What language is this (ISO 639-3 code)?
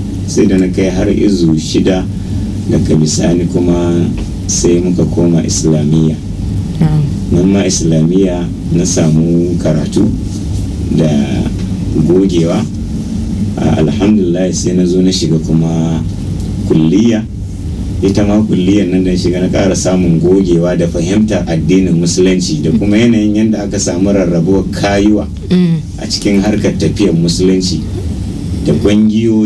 hau